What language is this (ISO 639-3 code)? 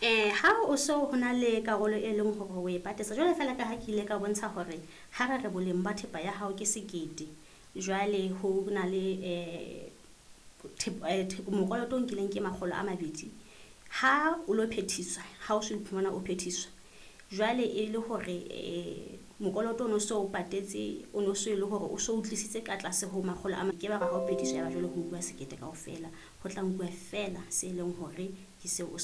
sot